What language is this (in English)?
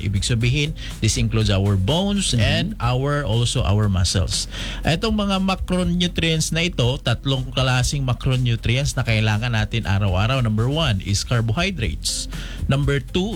Filipino